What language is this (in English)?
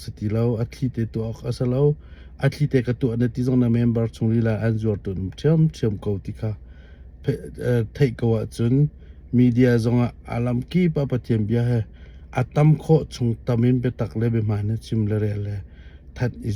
Hakha Chin